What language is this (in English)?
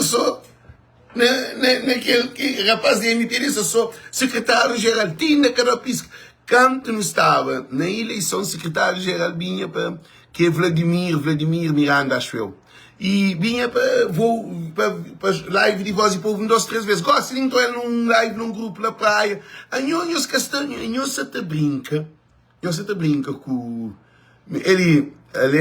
Kabuverdianu